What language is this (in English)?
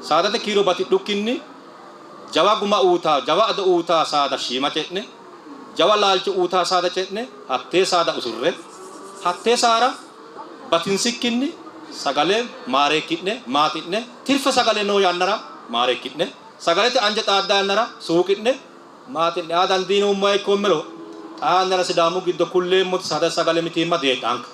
Sidamo